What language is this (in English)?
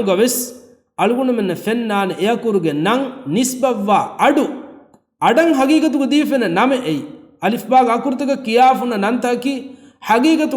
Divehi